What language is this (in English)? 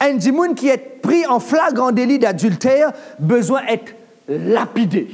Morisyen